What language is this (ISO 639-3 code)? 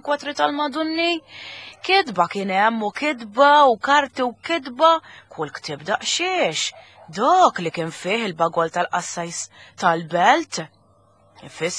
mlt